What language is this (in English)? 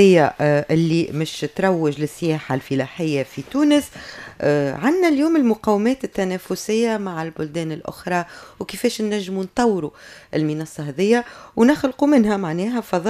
Tunisian Arabic